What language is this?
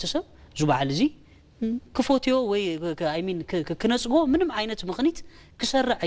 Tigrinya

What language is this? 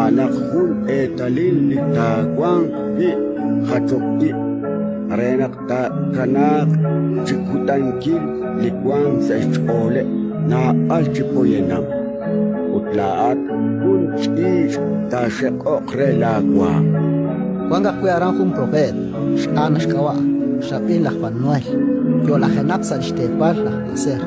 Kekchí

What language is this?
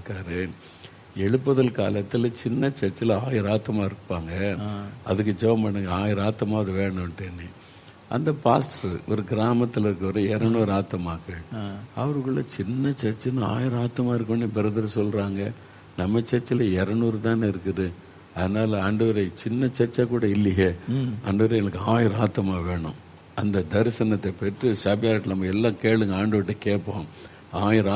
Tamil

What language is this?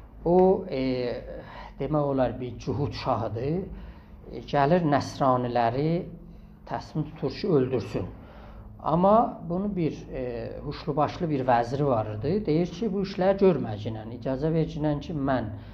South Azerbaijani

